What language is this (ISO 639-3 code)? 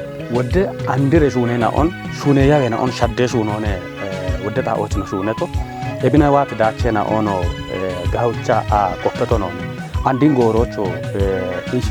kbr